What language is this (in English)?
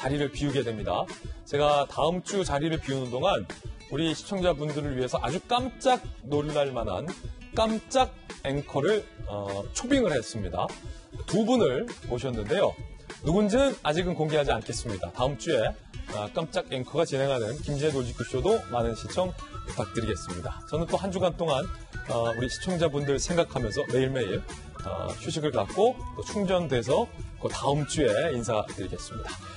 Korean